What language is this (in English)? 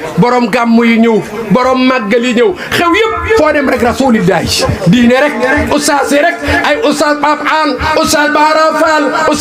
Wolof